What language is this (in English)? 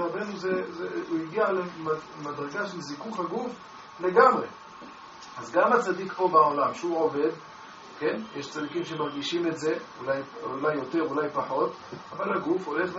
Hebrew